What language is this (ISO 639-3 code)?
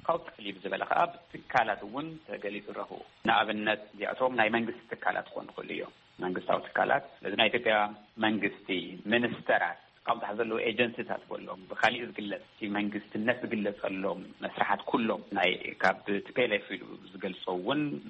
tir